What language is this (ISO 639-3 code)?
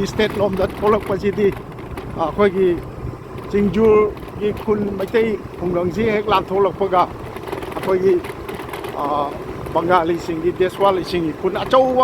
mni